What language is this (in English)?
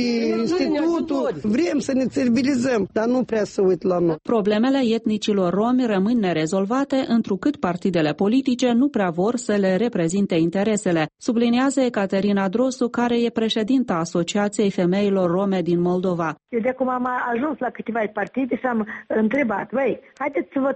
Romanian